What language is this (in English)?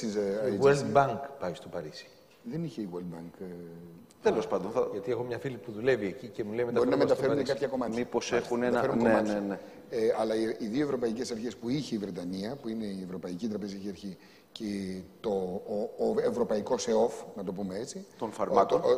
Greek